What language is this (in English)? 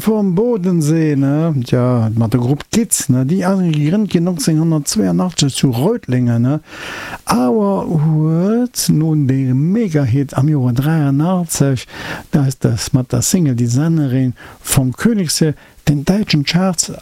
Luxembourgish